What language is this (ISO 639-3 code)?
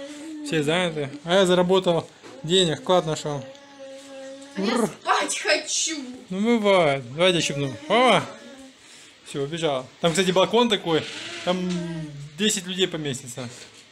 rus